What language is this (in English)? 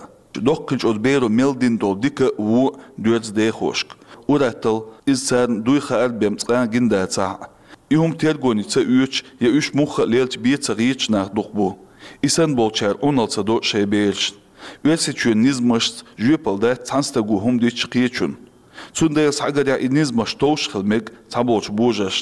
Chechen